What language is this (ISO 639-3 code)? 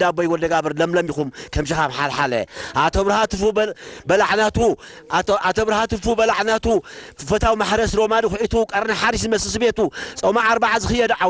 tir